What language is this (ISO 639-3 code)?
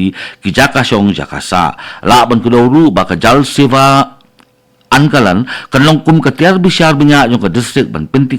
kha